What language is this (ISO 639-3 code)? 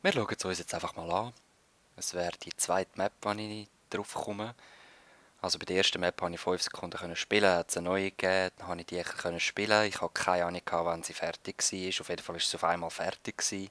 gsw